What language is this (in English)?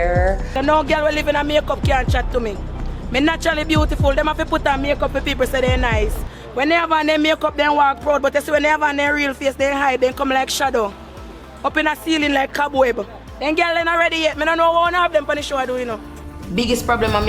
Jamaican Creole English